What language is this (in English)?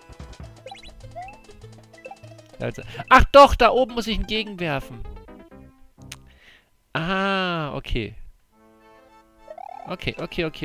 German